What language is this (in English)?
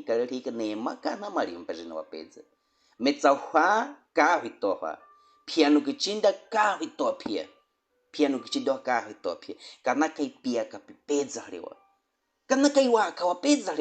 Baniwa